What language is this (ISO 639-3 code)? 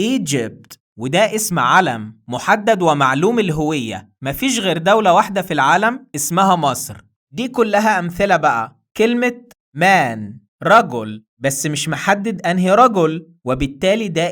arz